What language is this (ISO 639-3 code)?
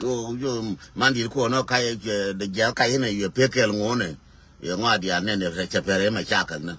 nus